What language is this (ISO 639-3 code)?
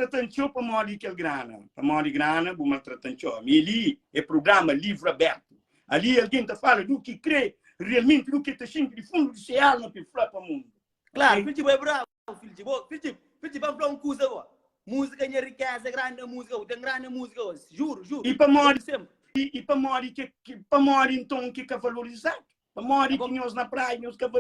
kea